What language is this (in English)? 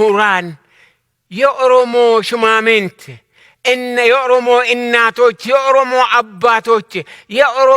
Amharic